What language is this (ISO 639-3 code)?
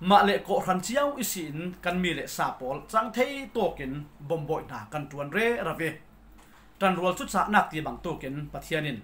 cfm